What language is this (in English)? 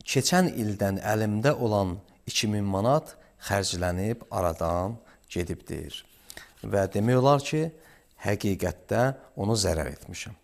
Azerbaijani